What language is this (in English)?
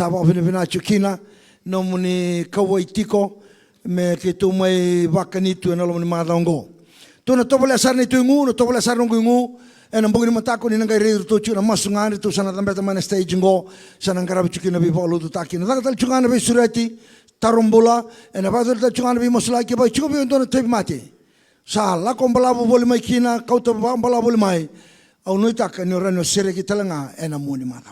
Fijian